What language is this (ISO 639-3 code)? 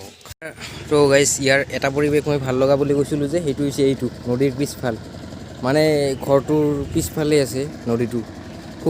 asm